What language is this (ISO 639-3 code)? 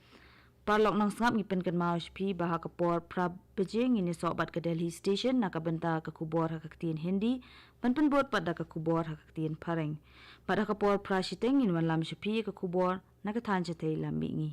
kha